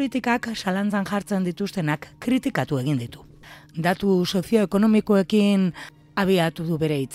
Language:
Basque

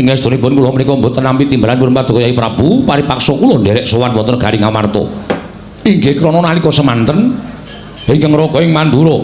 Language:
Javanese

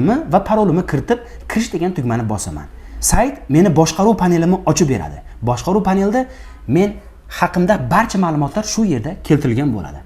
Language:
Uzbek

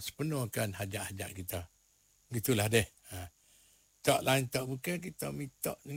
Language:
Malay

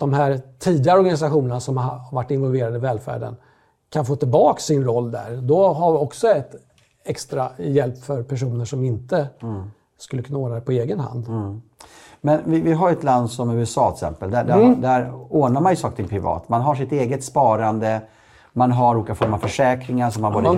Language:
Swedish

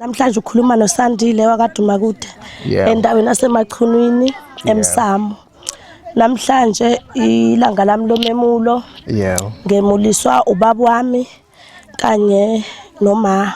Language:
Zulu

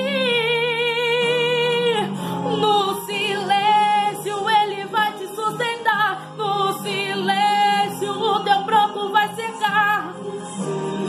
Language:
Portuguese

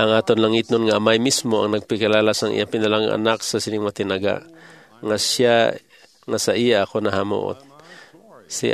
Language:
Hiligaynon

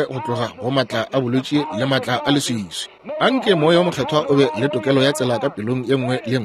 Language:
Northern Sotho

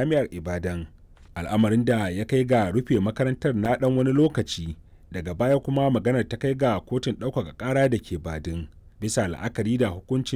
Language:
Hausa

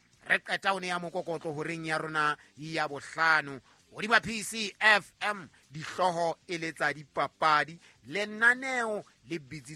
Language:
Southern Sotho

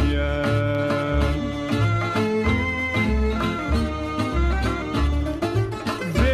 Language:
Greek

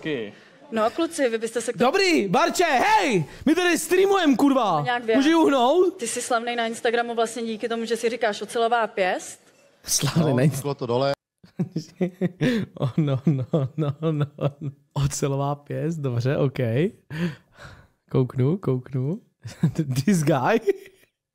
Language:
Czech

